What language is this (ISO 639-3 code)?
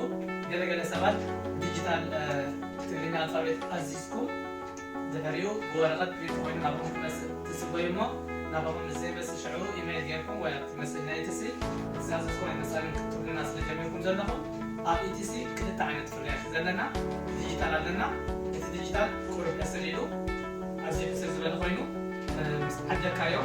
tir